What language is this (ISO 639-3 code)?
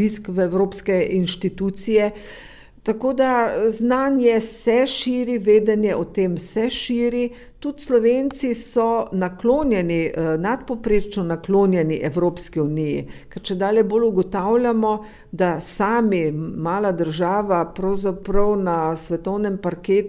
slv